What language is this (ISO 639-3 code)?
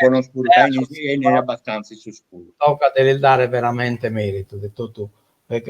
srd